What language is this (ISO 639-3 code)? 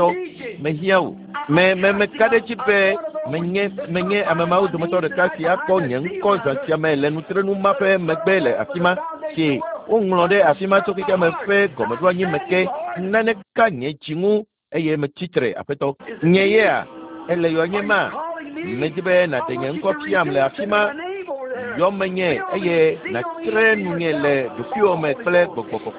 ewe